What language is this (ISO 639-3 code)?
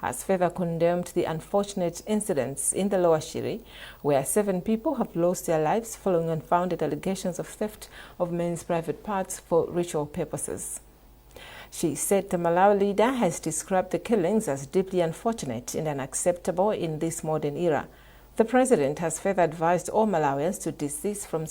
eng